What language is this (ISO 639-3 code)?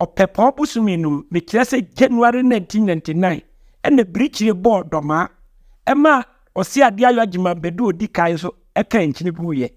aka